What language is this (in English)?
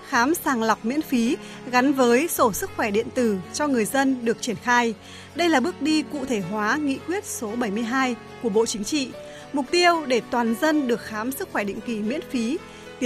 Vietnamese